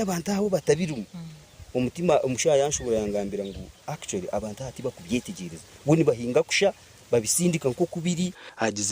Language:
Nyankole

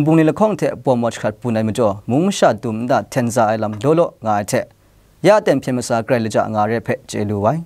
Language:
Kachin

